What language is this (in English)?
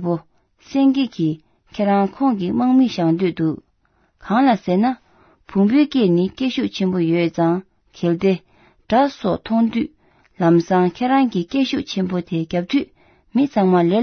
Tibetan